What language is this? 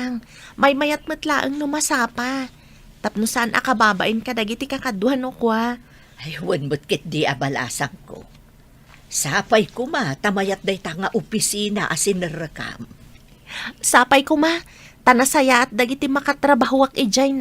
Iloko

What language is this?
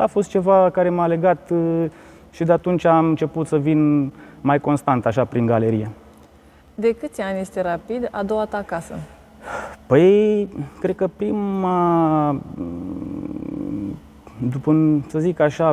Romanian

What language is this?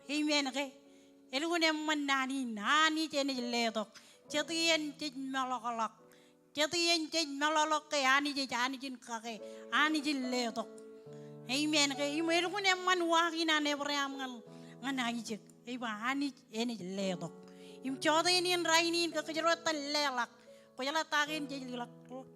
Marshallese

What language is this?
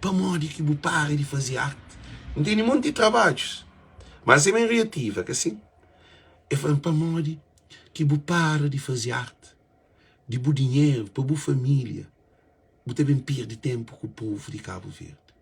Kabuverdianu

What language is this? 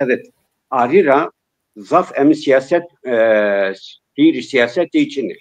Zaza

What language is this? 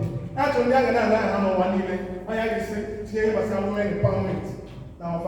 Igbo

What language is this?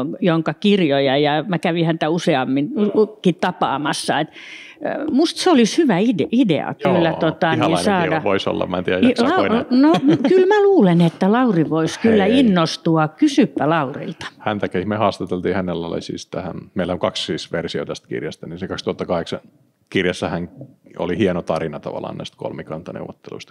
Finnish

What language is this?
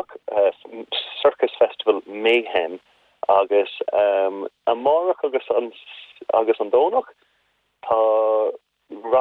Irish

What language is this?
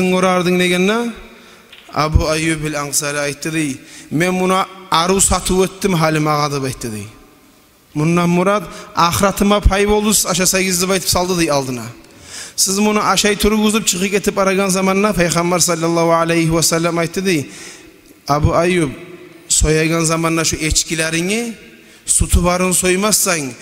Kumyk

